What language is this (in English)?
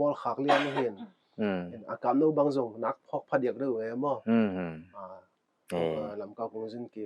Paite Chin